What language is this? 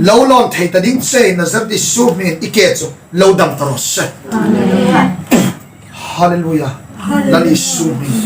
Hmar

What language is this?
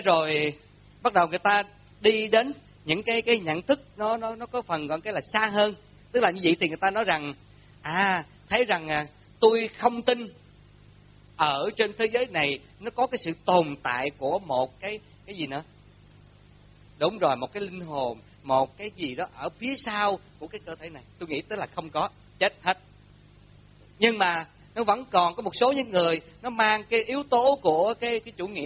Vietnamese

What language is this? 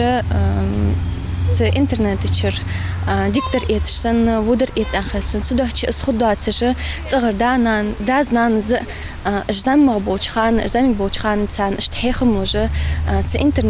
Ingush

